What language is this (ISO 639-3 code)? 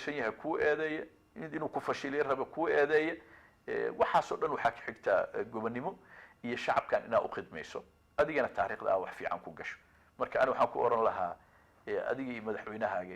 som